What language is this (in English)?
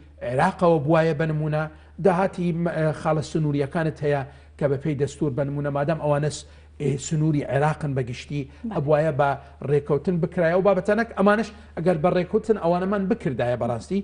Central Kurdish